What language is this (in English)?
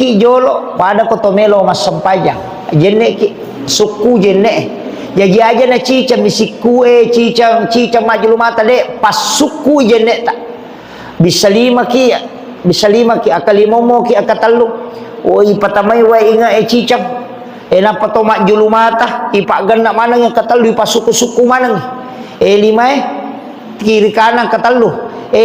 Buginese